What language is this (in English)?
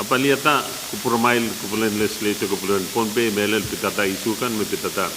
Pohnpeian